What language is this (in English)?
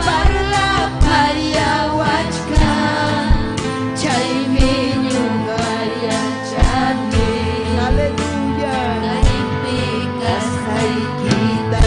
Ayacucho Quechua